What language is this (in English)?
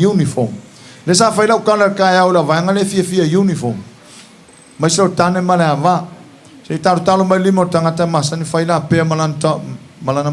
Samoan